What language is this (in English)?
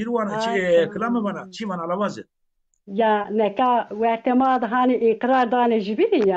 Zaza